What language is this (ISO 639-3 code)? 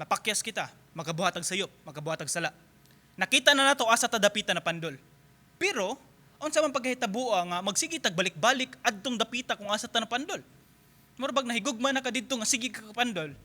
ceb